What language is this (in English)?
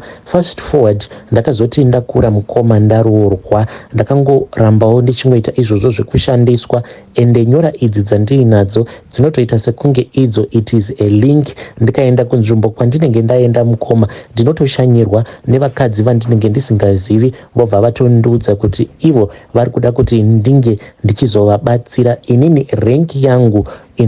Shona